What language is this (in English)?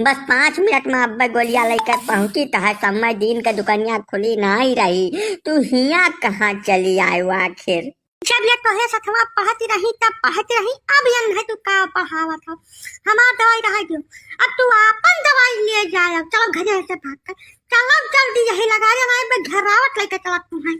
Awadhi